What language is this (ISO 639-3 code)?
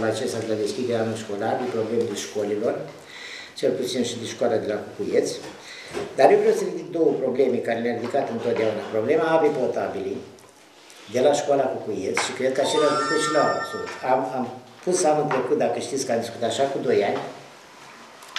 ron